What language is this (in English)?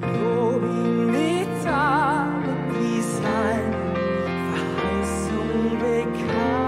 Swiss German